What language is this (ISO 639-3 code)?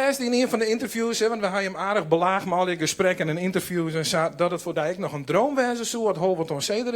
fry